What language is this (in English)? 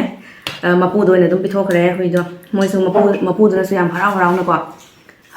Manipuri